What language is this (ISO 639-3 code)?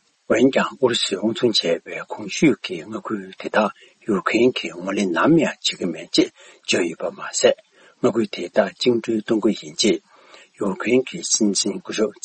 bod